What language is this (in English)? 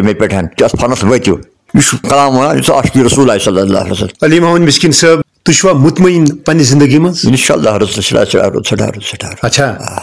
Kashmiri